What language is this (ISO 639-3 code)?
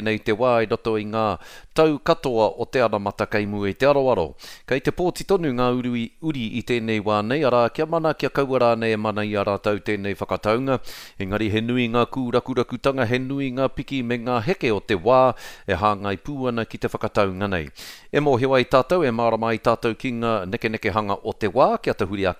mri